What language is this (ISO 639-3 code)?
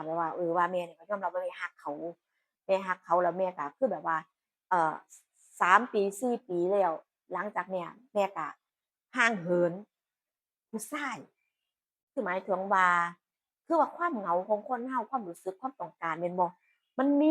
tts